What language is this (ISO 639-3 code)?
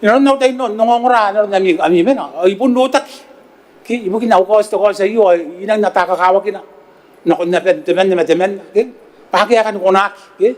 gil